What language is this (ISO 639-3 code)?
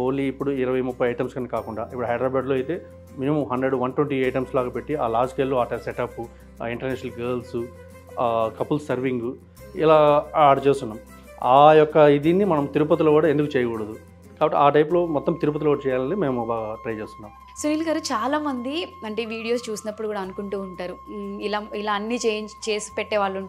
tel